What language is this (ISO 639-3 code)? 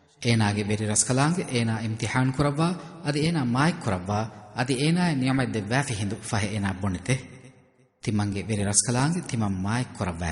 div